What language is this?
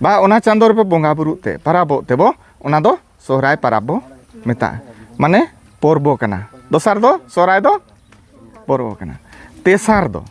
Santali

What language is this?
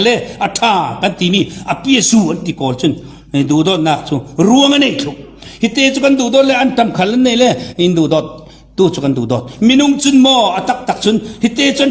Falam Chin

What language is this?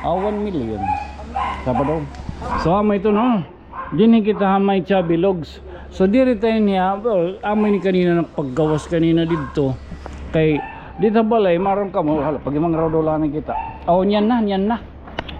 Waray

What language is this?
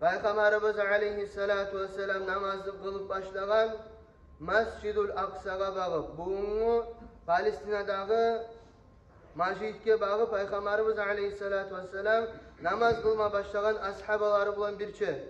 Kumyk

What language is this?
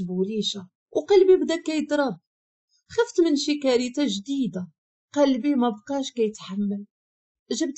Moroccan Arabic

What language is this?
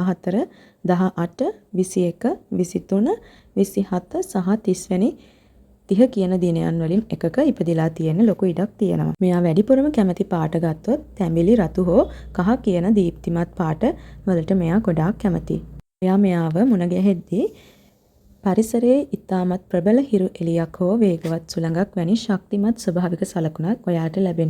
Sinhala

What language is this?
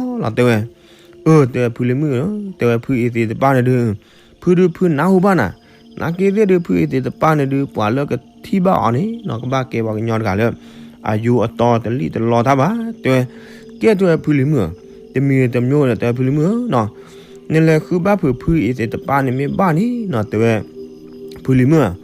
S'gaw Karen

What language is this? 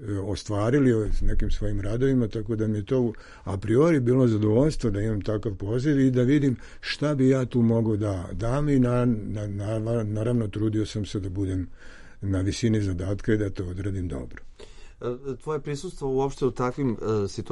Serbian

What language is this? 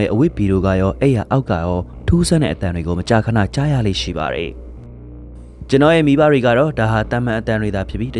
Burmese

